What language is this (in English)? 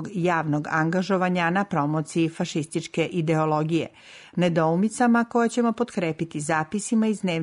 Serbian